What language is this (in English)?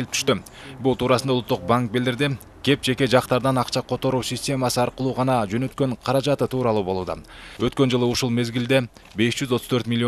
Kyrgyz